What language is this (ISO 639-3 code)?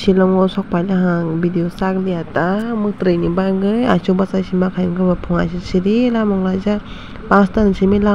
trp